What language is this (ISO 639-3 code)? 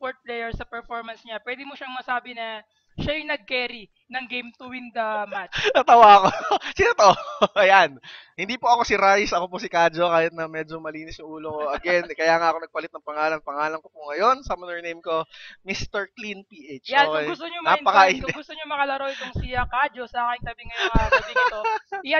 fil